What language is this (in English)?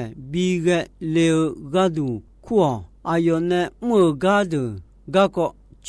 Akha